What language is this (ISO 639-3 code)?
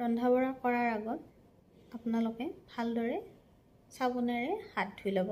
asm